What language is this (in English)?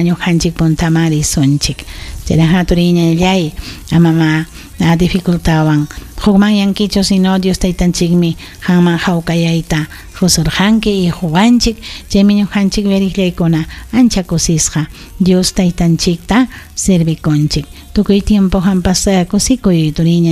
Ayacucho Quechua